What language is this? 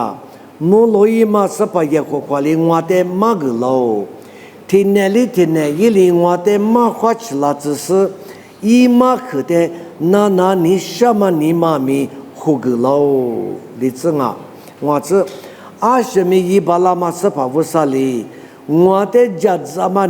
Lisu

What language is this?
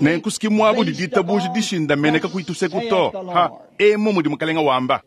Luba-Lulua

